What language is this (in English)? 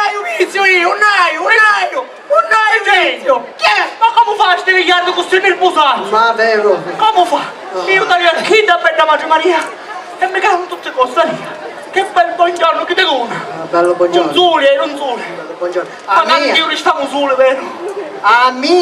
Sicilian